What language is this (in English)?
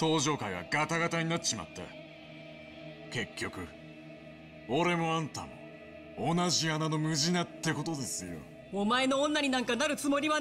Japanese